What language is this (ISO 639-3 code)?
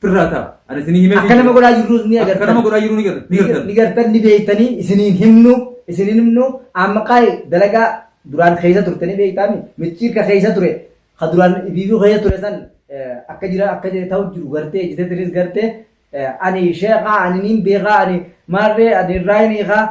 orm